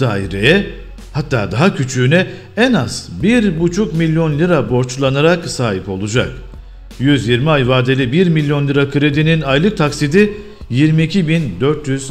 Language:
Turkish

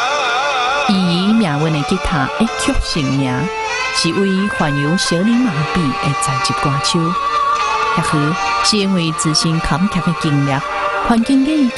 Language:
Min Nan Chinese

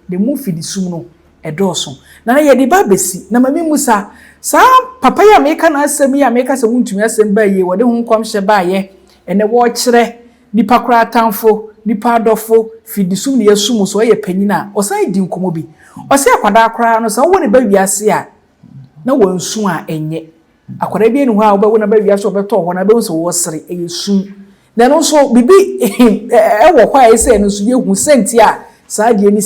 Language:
Akan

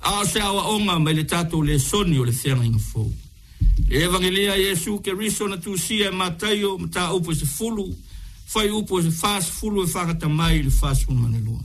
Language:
Samoan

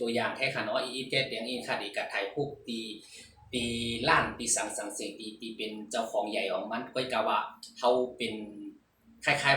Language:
Shan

